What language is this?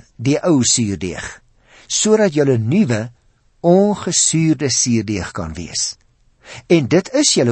Afrikaans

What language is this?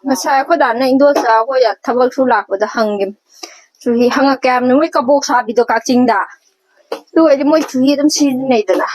Manipuri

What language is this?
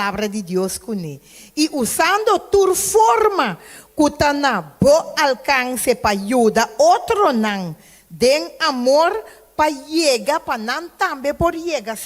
Papiamento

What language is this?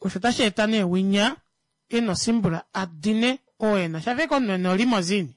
Kuanyama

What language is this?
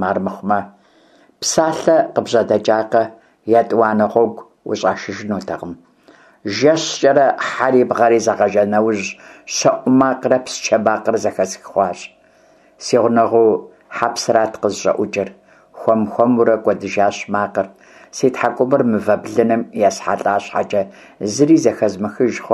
Kabardian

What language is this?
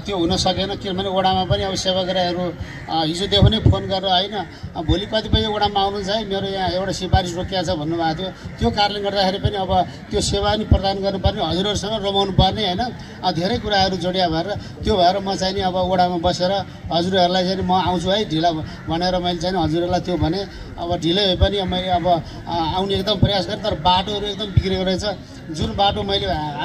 Nepali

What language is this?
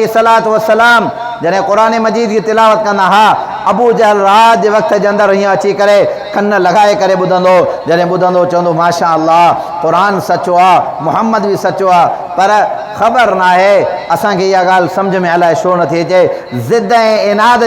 Sindhi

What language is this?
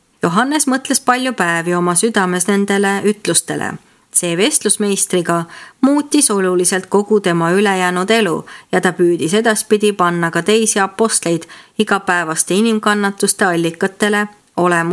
Estonian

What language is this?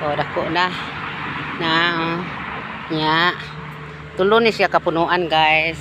Cebuano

